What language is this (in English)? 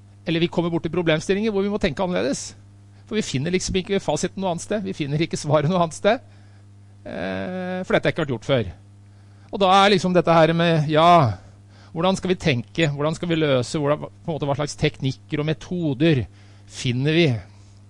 Norwegian